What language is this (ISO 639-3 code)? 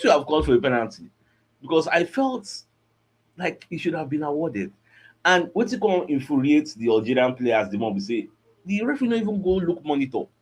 pcm